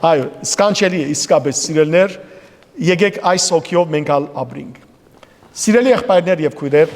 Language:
Western Armenian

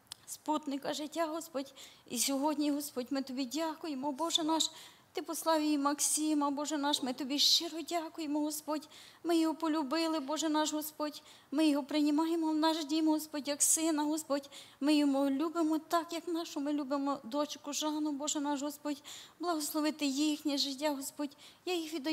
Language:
Ukrainian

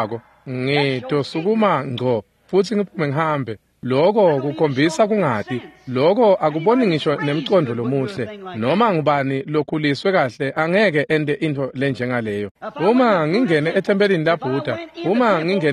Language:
Swati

